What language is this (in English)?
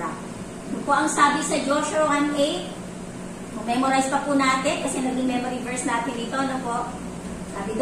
Filipino